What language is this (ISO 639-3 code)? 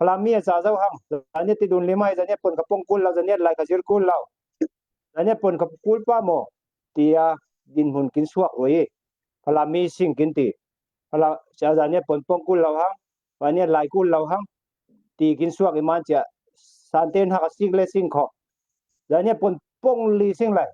cfm